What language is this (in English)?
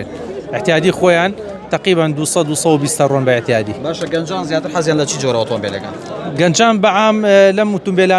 Central Kurdish